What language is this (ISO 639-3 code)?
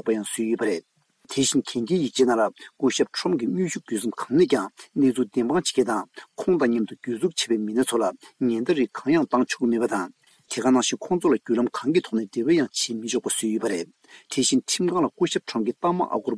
bod